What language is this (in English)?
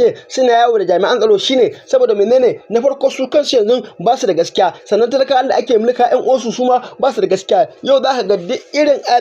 Hausa